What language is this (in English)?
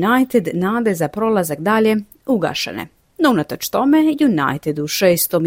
Croatian